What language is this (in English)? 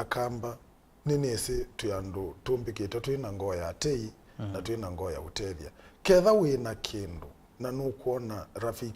Kamba